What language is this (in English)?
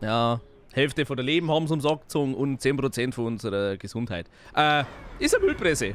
Bavarian